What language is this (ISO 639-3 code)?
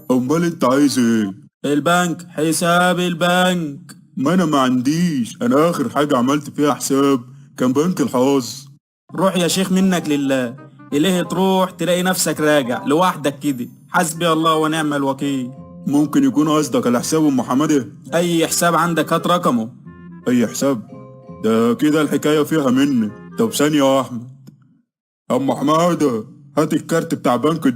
arz